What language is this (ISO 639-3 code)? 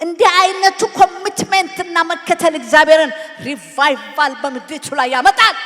amh